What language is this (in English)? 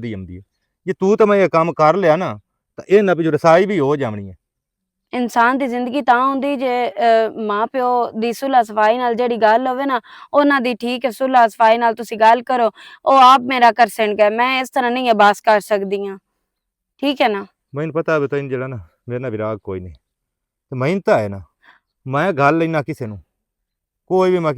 Western Panjabi